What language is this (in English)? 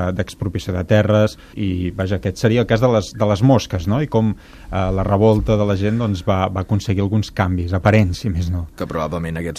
Catalan